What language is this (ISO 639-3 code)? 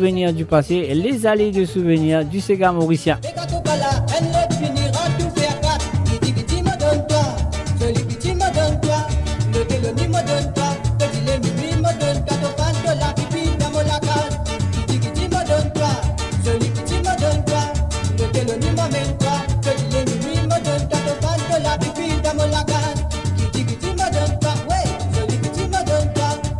mfe